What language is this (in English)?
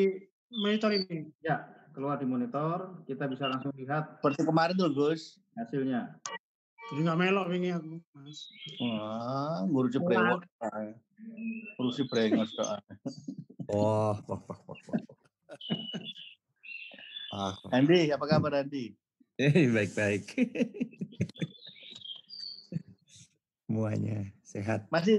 Indonesian